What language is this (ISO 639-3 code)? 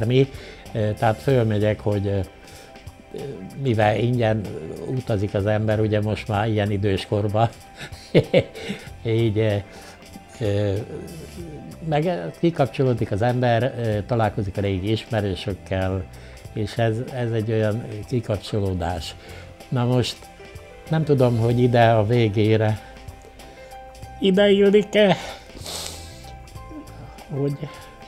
hun